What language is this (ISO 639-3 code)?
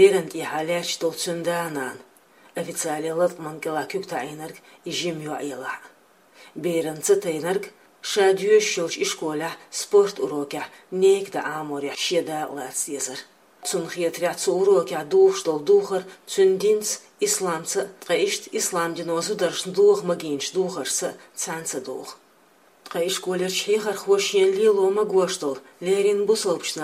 che